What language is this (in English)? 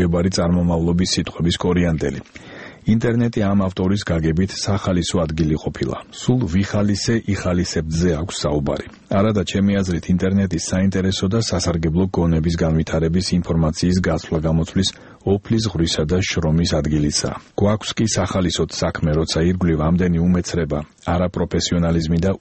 Georgian